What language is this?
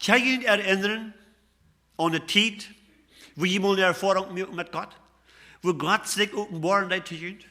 Plautdietsch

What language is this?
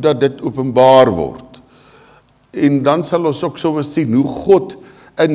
Afrikaans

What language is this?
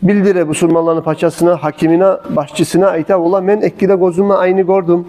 Kumyk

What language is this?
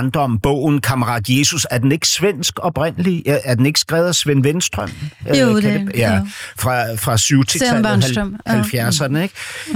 Danish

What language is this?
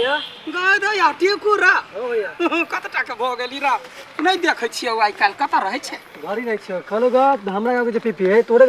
Maithili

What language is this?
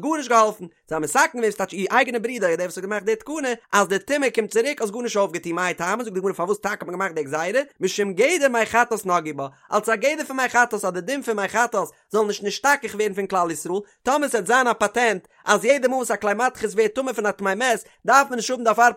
Yiddish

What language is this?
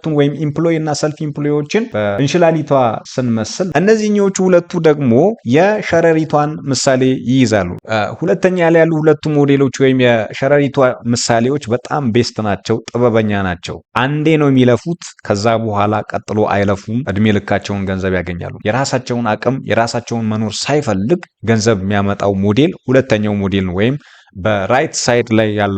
Amharic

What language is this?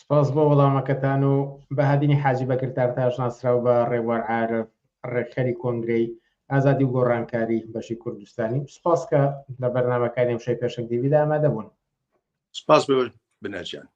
Central Kurdish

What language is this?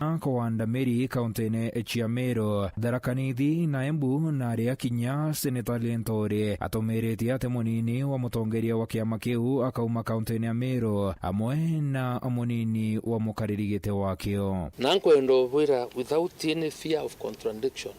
Meru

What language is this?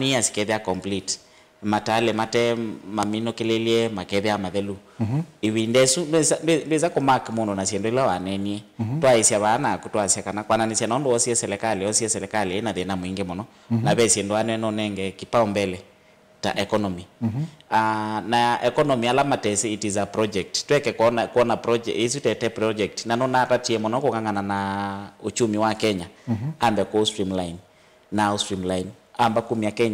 Kamba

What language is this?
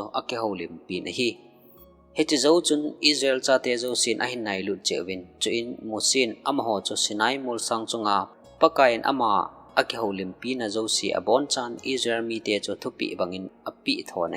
Thado Chin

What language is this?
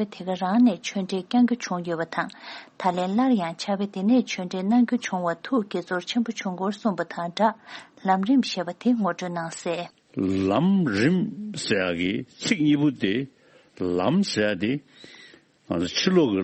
Tibetan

